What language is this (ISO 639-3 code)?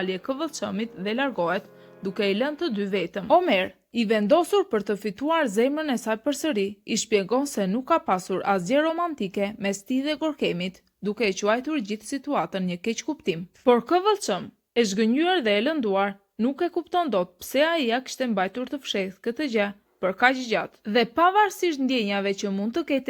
sqi